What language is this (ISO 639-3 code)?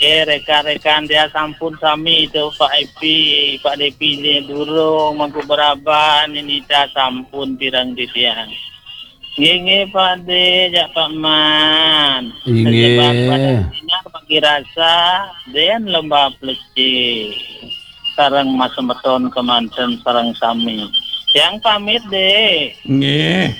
ban